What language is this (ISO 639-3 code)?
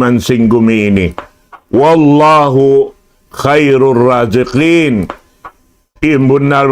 tsg